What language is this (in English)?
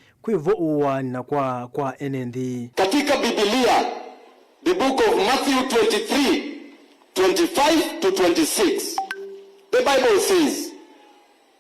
Kamba